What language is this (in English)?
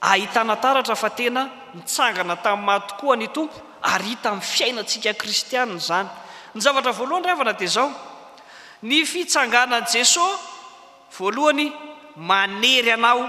Malagasy